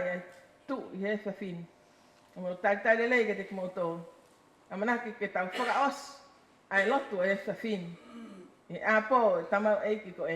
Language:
Tongan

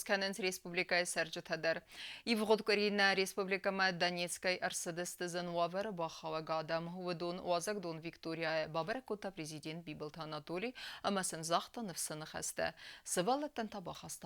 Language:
Ossetic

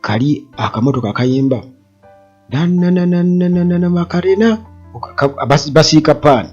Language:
Ganda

